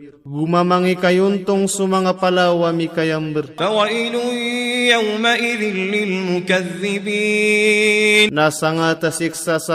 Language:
Maranao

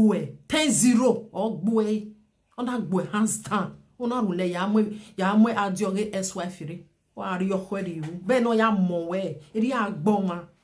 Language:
Nigerian Pidgin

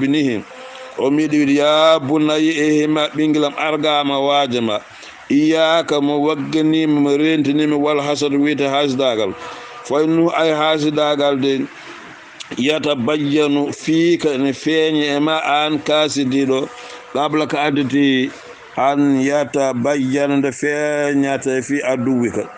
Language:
Fula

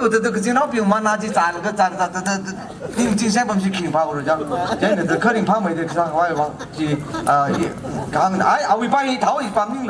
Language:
Tangkhul Naga (India)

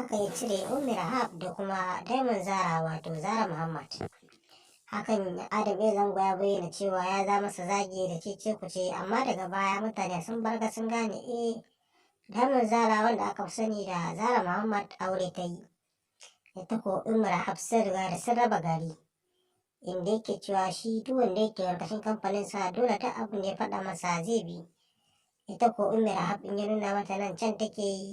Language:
Hausa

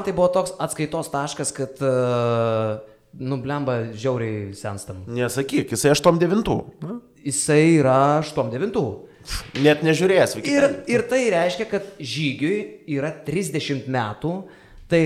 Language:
Lithuanian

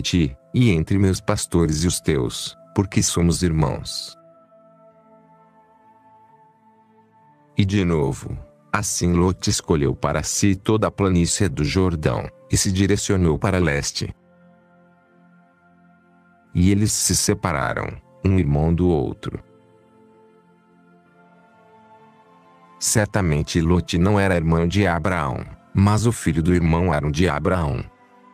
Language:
Portuguese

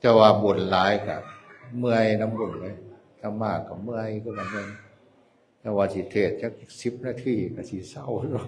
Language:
Northeastern Thai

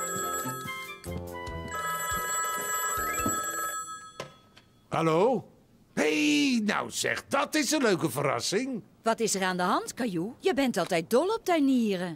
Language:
Dutch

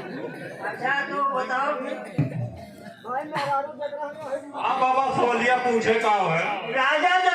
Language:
Awadhi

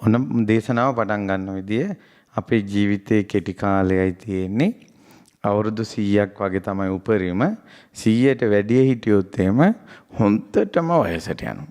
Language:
Sinhala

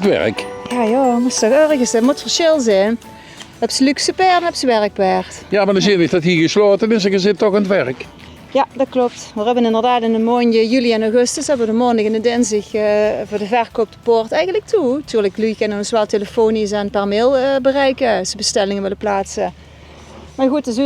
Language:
Limburgish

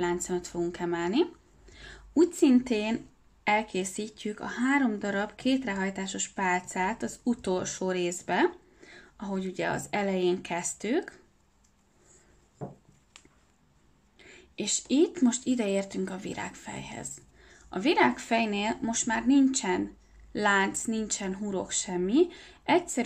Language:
Hungarian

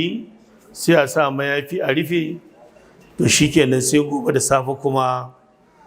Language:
Hausa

